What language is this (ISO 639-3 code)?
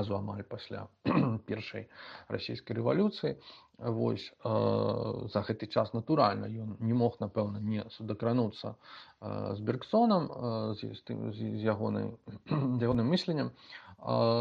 bel